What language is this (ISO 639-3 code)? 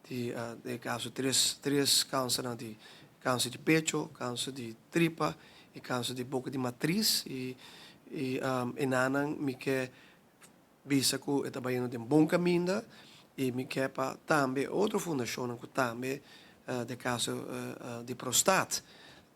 pap